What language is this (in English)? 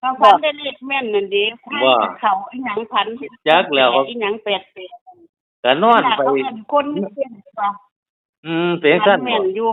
Northeastern Thai